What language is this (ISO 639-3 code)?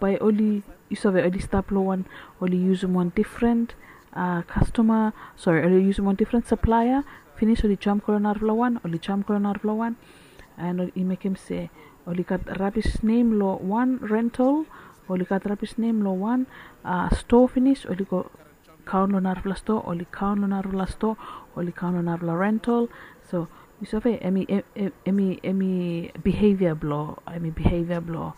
bis